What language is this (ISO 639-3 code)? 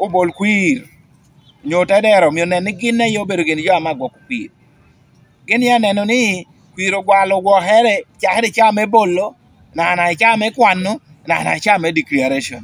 laj